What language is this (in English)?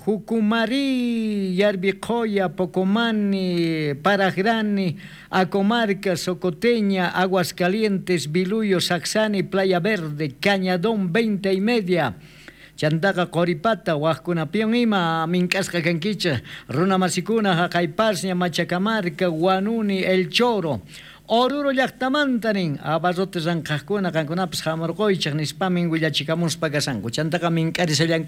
South Bolivian Quechua